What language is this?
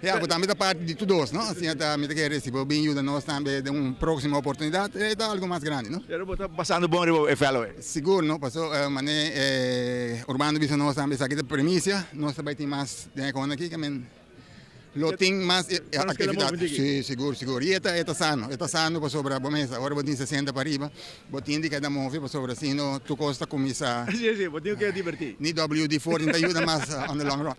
Papiamento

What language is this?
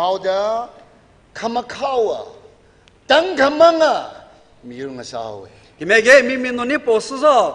Tangkhul Naga (India)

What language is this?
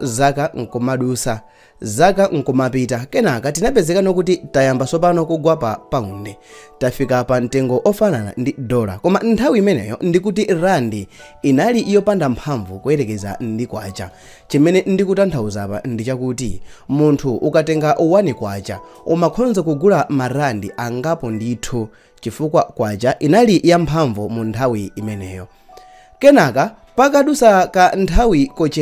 Nyanja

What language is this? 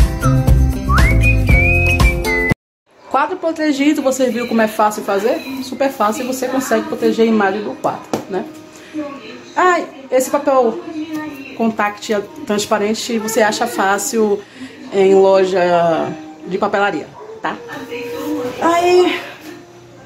Portuguese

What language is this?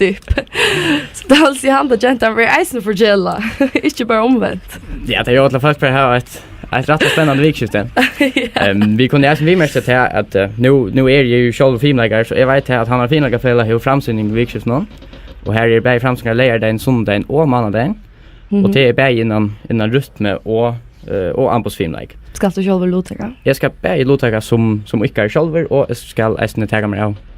Faroese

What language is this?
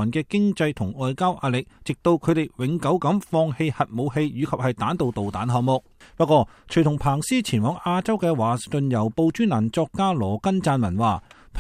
Cantonese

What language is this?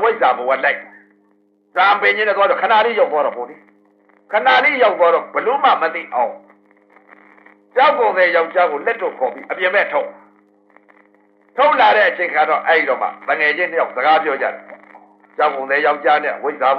Burmese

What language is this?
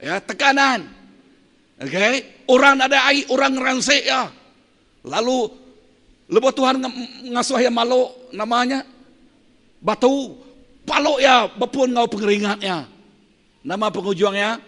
Iban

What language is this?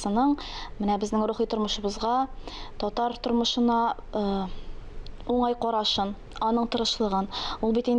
Tatar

